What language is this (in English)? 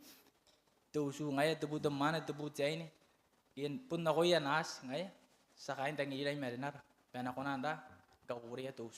Gilbertese